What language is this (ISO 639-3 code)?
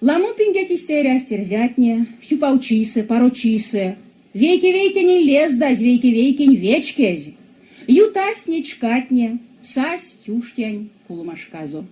myv